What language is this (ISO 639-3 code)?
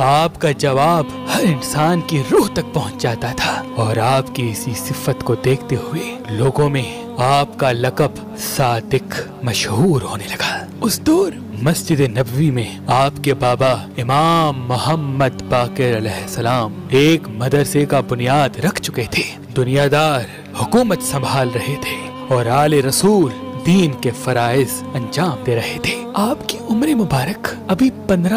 urd